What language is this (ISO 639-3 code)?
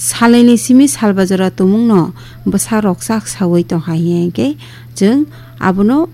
trp